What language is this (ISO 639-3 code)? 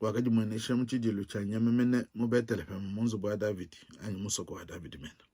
lua